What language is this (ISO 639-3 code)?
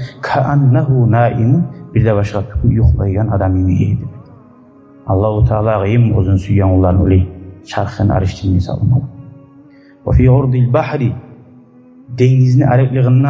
kum